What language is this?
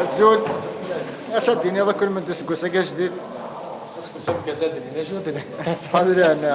Kabyle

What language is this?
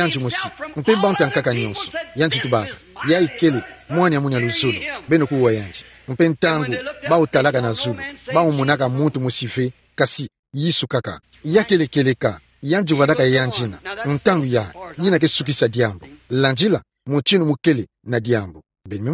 Kituba (Democratic Republic of Congo)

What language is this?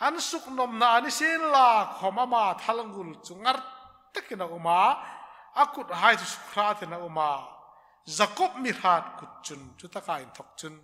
Hmar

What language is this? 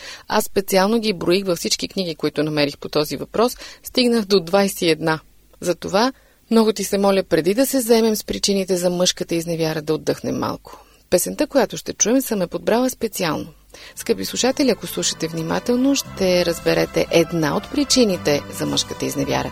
Bulgarian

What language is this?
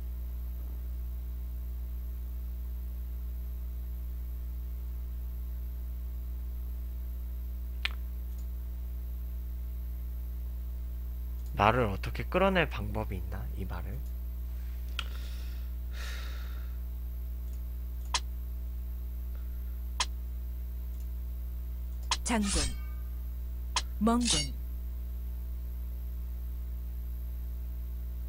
Korean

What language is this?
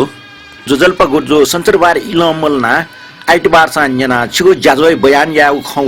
Newari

